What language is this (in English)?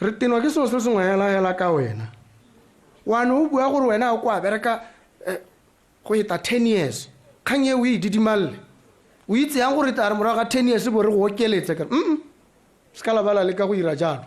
Tswana